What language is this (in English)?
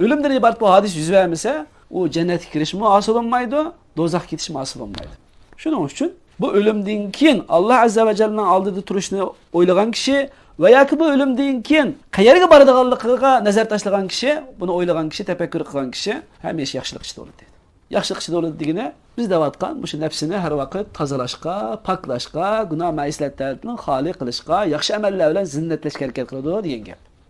Uyghur